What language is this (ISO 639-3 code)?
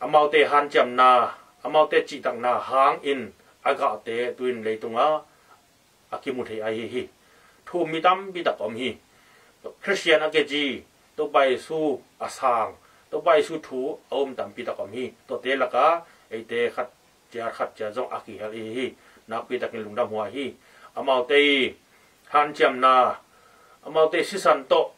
ctd